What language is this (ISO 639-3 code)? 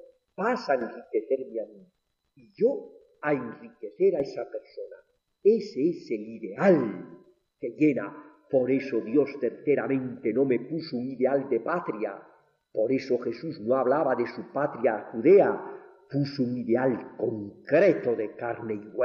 spa